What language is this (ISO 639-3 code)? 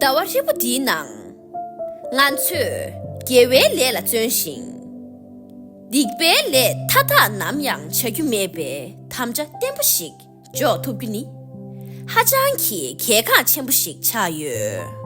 bod